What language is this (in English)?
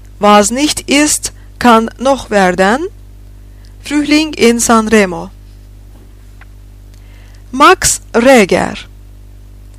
Turkish